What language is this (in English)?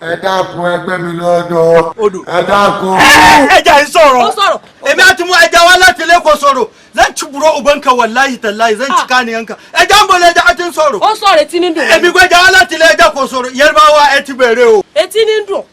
Yoruba